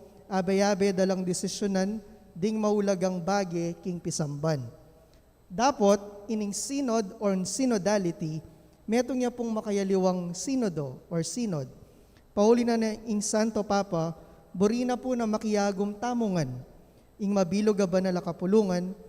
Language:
Pampanga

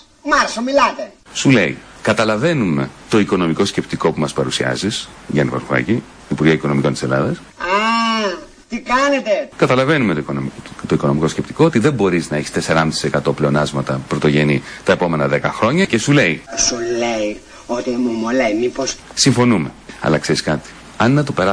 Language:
Greek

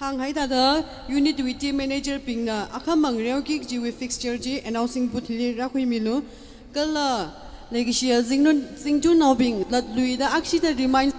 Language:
Tangkhul Naga (India)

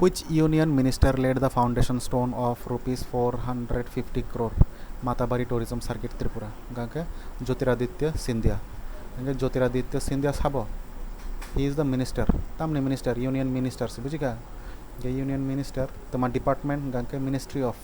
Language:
Kok Borok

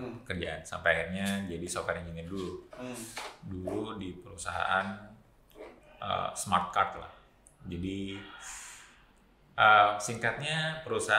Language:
Indonesian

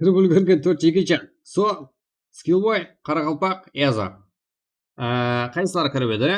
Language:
Kara-Kalpak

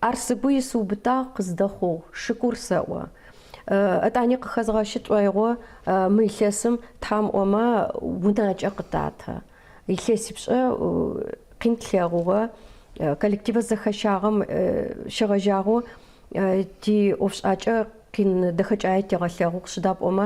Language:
Adyghe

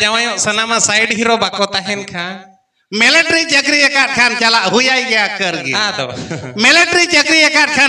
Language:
Santali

